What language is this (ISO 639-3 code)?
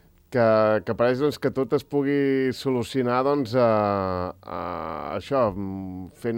cat